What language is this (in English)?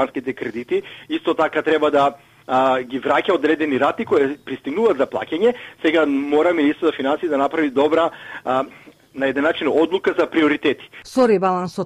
Macedonian